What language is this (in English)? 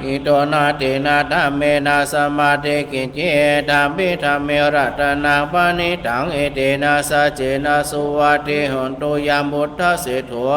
Pali